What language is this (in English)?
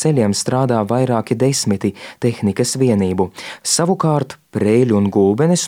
Latvian